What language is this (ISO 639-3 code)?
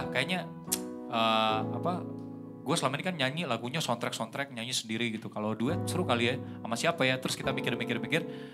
ind